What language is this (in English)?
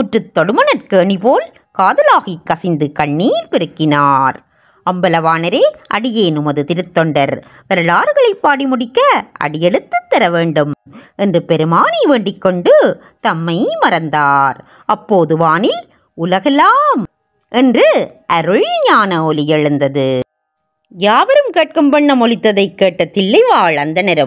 Tamil